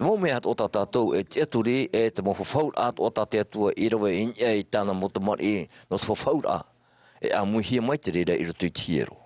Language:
Tahitian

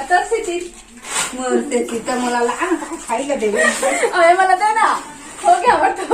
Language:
Chhattisgarhi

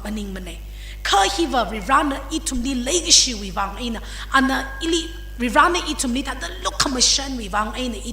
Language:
Tangkhul Naga (India)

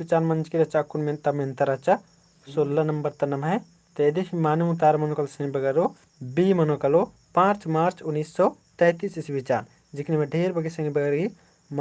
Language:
Kurukh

